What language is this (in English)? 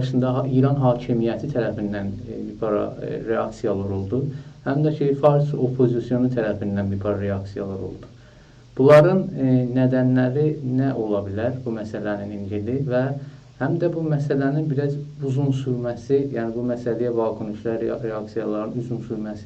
South Azerbaijani